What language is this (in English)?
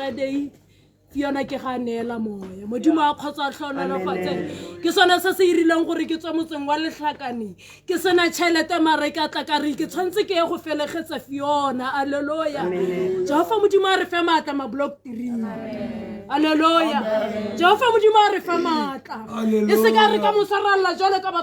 Tswana